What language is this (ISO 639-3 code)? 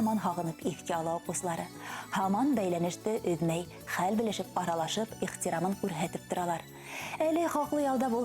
bak